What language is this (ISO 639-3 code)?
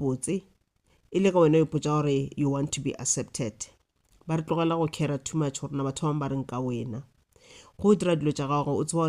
nso